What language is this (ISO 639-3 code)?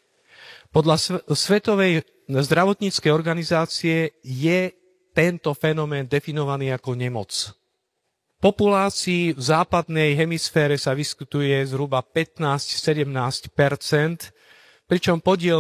slk